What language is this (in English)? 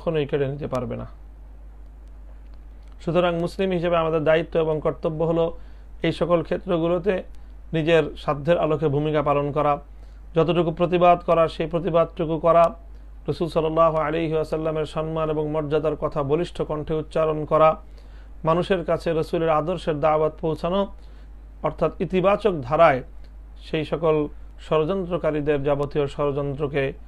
Bangla